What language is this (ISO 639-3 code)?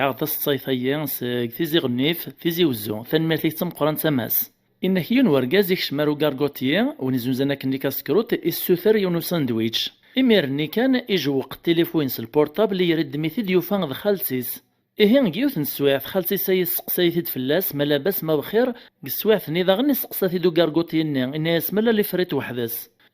kab